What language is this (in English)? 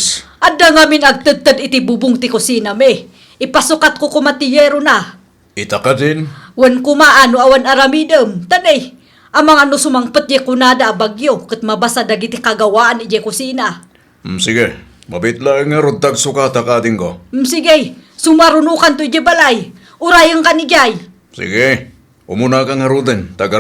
Iloko